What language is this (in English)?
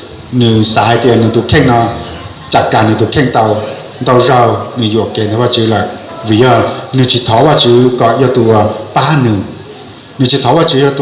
Hmong